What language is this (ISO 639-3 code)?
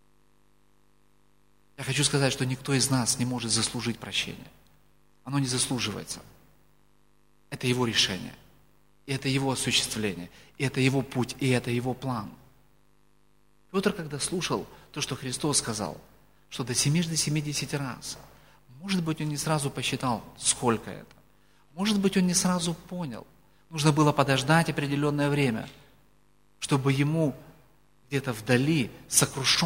rus